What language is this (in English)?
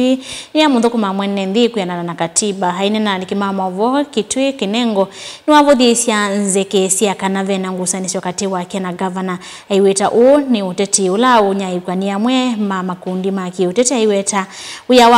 Kamba